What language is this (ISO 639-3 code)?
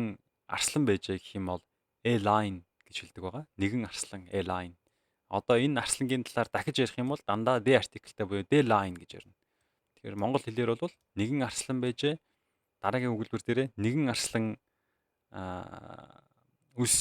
mon